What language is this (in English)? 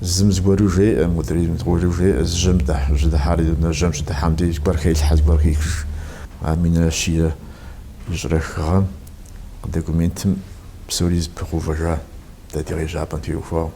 Kabardian